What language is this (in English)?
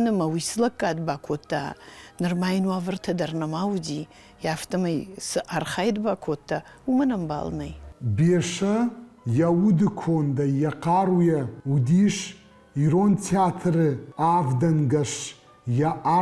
Ossetic